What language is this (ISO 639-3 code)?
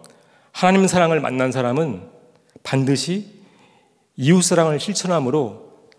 kor